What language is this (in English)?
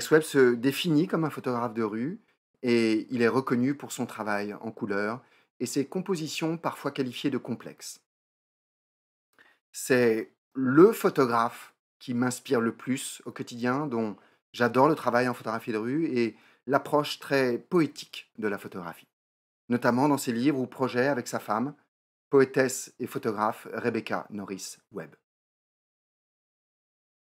French